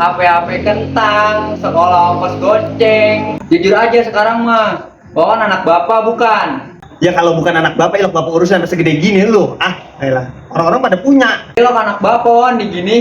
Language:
Betawi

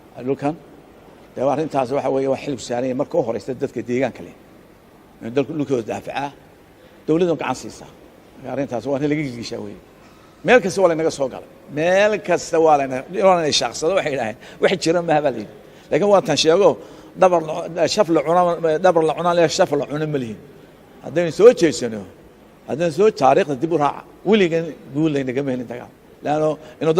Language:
Somali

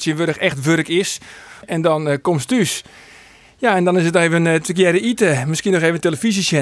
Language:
Western Frisian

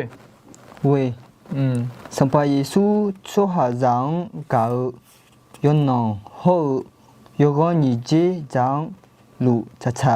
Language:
Akha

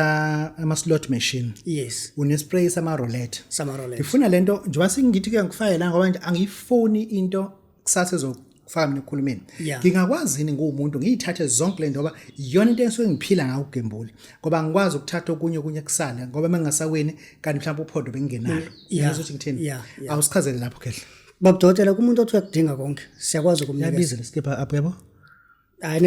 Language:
Zulu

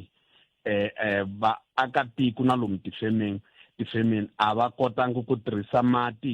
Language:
Tsonga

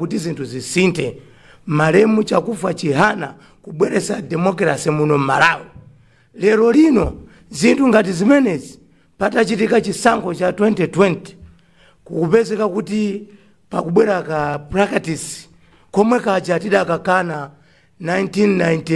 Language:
Nyanja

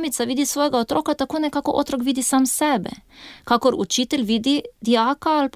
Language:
Slovenian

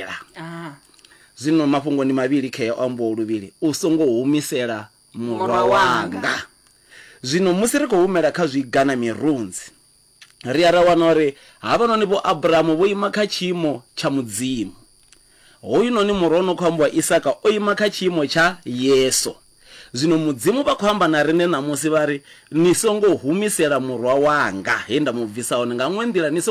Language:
Venda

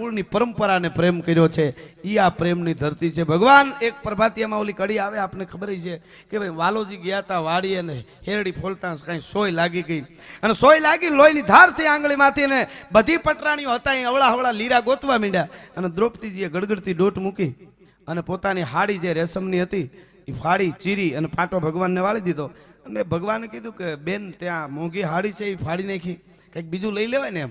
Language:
Gujarati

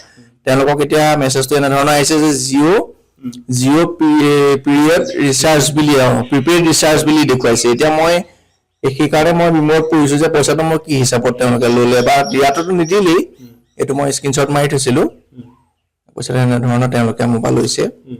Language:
Assamese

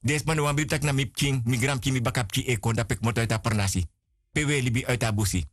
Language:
Sranan Tongo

